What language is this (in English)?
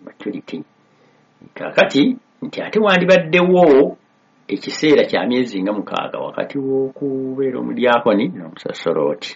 Ganda